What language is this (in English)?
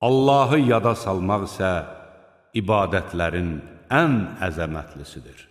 Azerbaijani